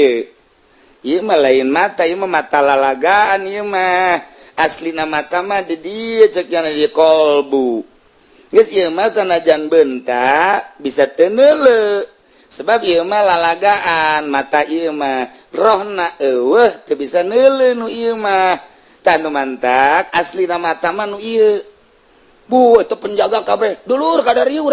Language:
Sundanese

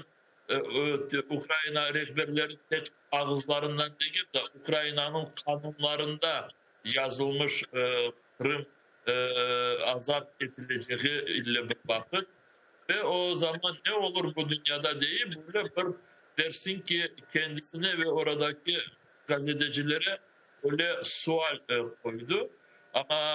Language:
Crimean Tatar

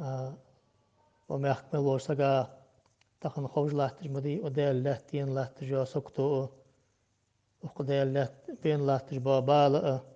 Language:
Ingush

